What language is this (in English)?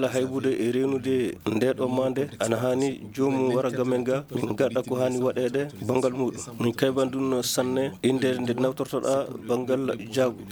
Maasina Fulfulde